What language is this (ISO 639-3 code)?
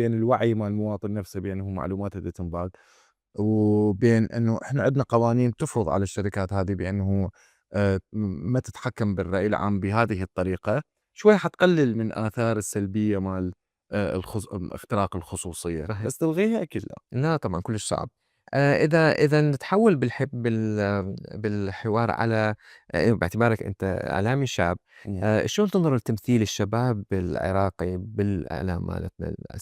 acm